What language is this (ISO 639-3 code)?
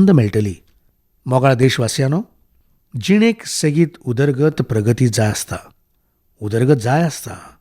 kok